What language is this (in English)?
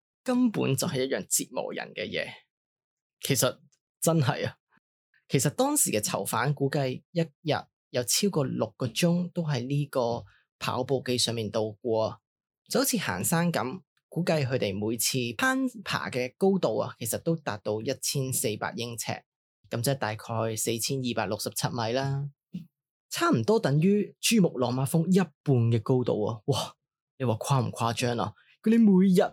Cantonese